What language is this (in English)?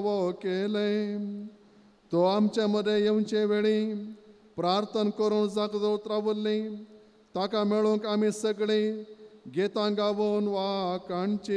Konkani